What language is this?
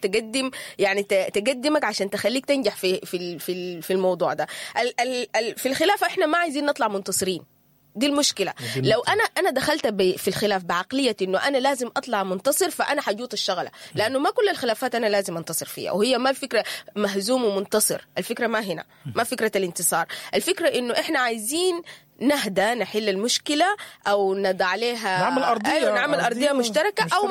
Sudanese Arabic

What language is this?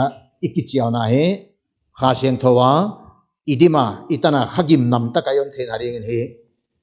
Paite Chin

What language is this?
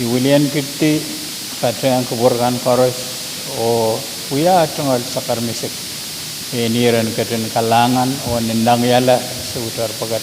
Pohnpeian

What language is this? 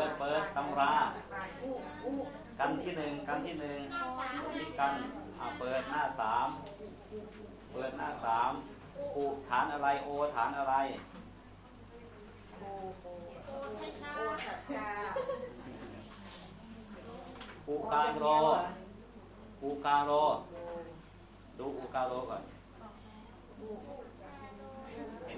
Thai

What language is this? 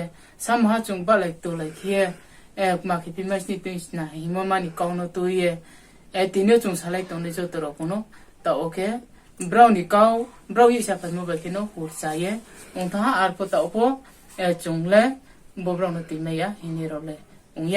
Riang (India)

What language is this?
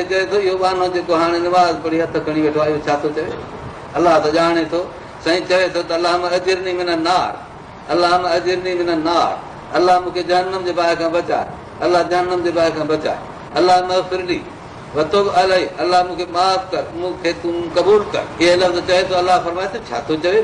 Sindhi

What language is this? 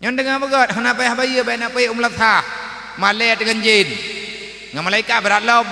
Achinese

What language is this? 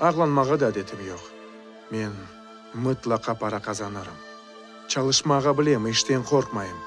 Crimean Tatar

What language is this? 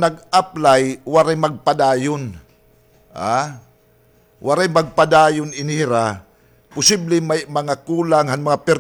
Waray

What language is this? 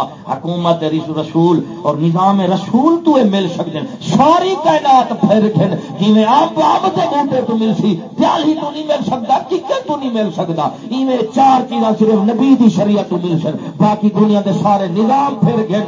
Saraiki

